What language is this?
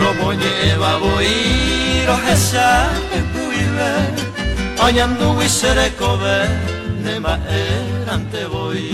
Guarani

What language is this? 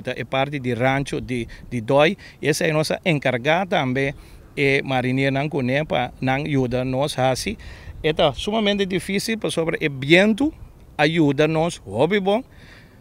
Papiamento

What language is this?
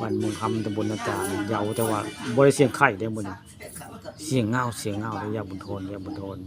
Northeastern Thai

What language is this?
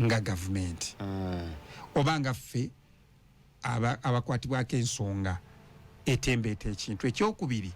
Ganda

